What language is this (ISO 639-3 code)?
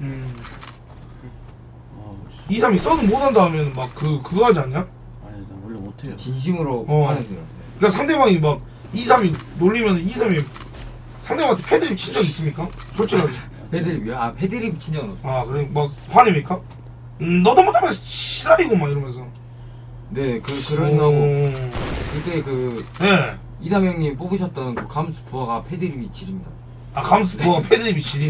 kor